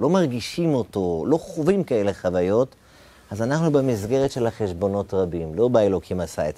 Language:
Hebrew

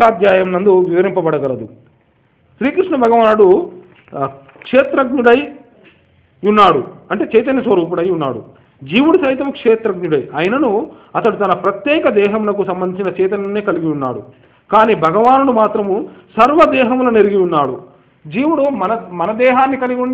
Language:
Telugu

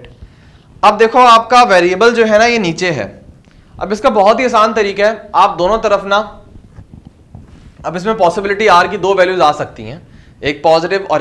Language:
Hindi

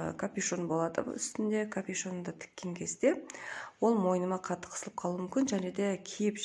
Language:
Kazakh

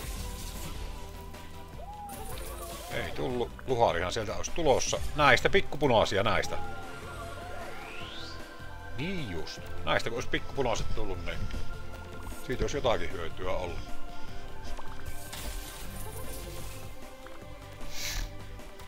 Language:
Finnish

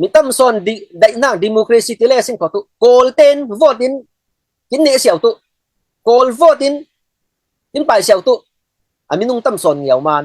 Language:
Falam Chin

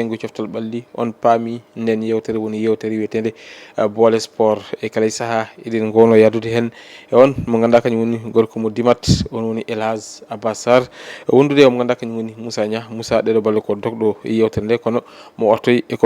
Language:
Fula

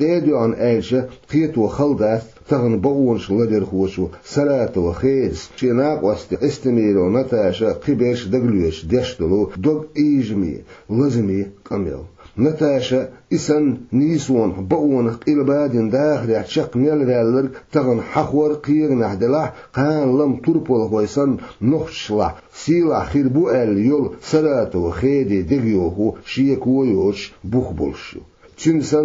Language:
Chechen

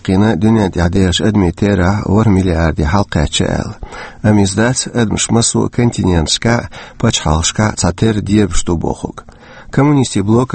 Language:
Chechen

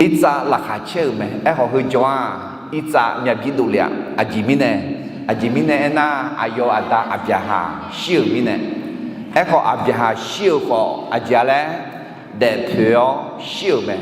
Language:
Akha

